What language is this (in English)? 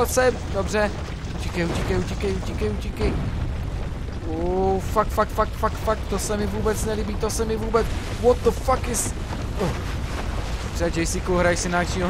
Czech